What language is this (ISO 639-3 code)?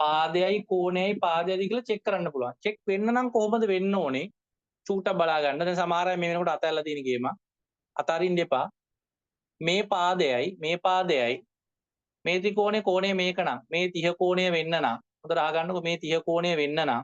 sin